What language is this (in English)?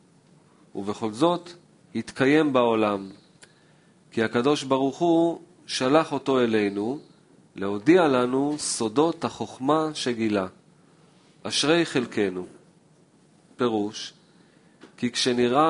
Hebrew